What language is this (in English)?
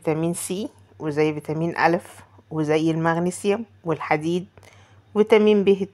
Egyptian Arabic